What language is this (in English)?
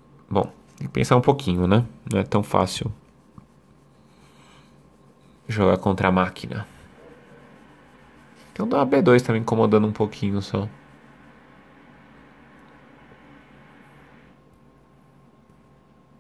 Portuguese